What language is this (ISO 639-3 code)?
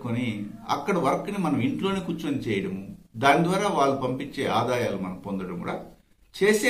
tel